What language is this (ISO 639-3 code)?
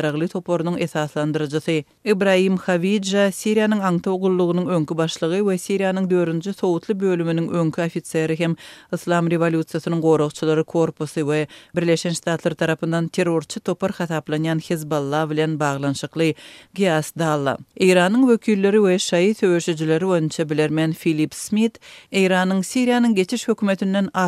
kir